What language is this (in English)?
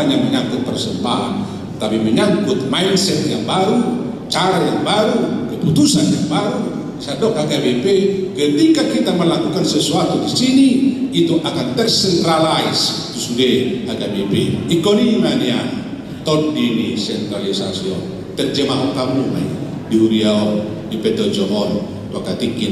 Batak Toba